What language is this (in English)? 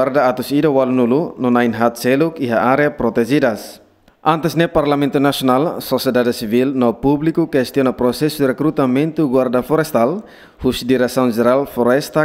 Tetum